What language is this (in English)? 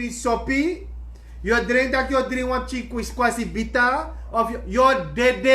Sranan Tongo